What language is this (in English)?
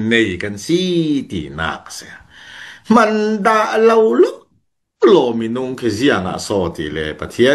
Falam Chin